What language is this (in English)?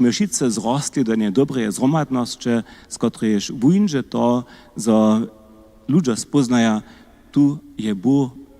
Upper Sorbian